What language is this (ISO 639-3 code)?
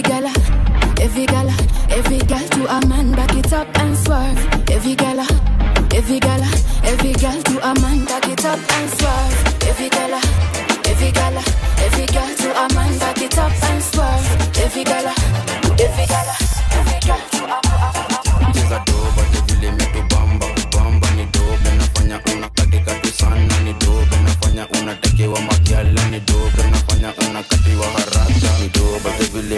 swa